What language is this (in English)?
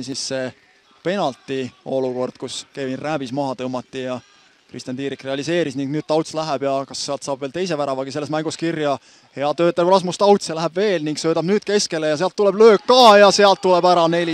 Estonian